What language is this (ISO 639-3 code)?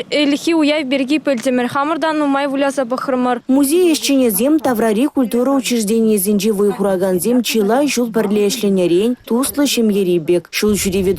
chv